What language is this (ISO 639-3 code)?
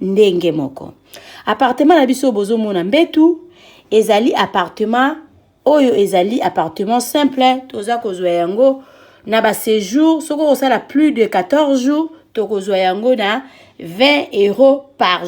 lin